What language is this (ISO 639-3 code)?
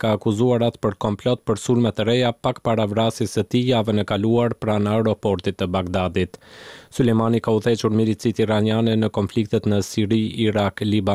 sqi